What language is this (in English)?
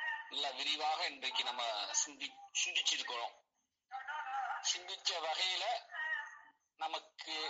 Tamil